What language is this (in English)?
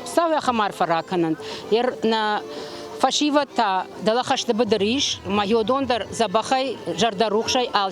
Ossetic